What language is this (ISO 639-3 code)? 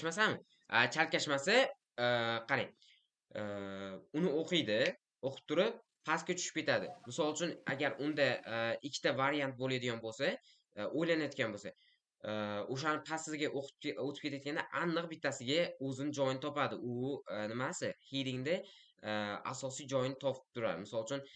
uzb